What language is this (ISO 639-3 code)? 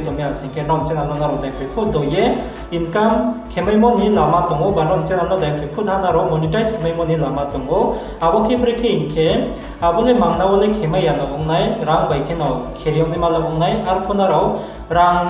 ria